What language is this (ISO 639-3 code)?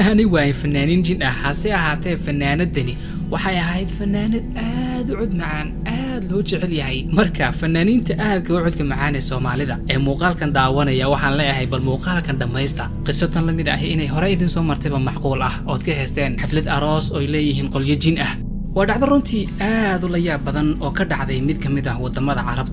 som